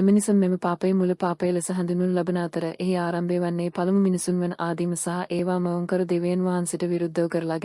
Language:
Sinhala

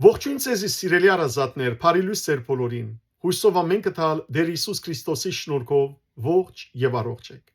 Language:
Western Armenian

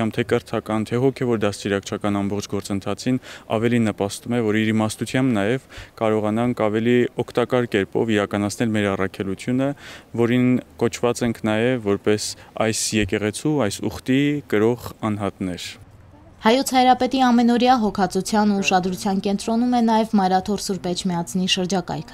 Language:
Armenian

